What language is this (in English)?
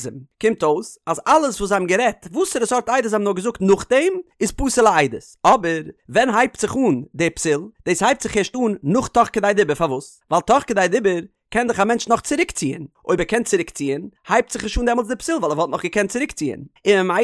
Yiddish